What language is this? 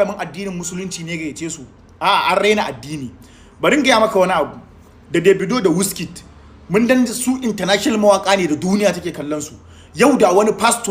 Hausa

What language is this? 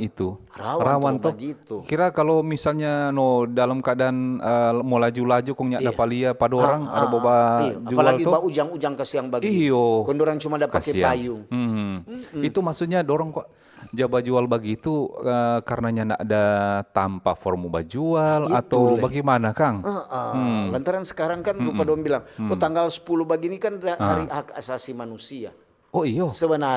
Manado Malay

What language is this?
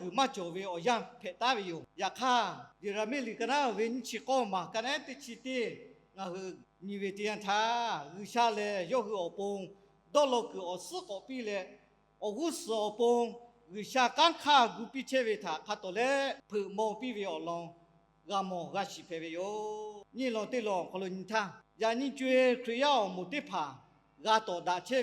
Lahu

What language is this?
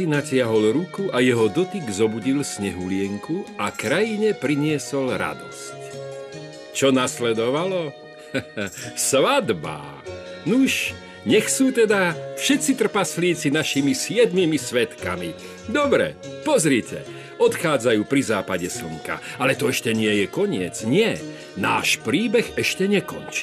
Slovak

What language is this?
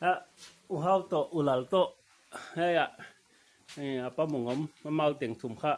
Paite Chin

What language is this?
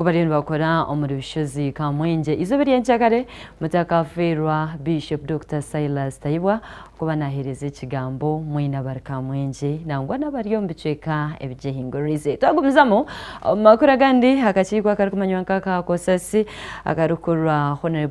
Nyankole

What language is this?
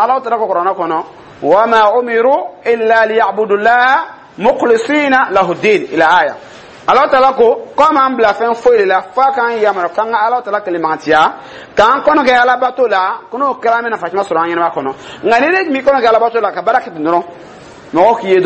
Dyula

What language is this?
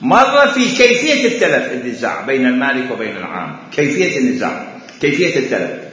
Mesopotamian Arabic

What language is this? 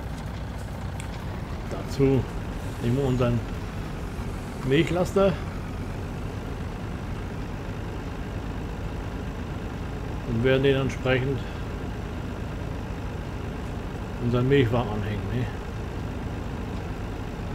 German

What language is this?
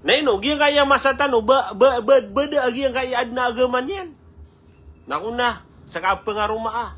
Maranao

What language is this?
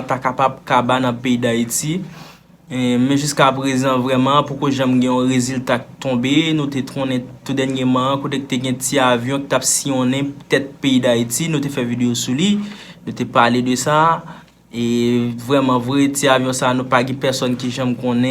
Haitian Creole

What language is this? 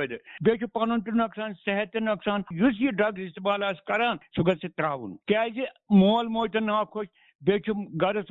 Kashmiri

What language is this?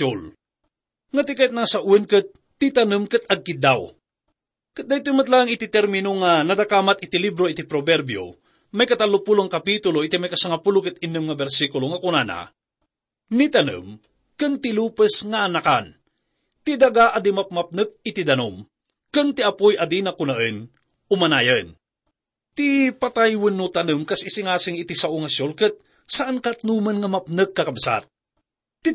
Iloko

